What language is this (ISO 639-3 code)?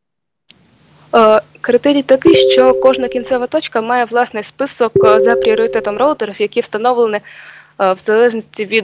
ukr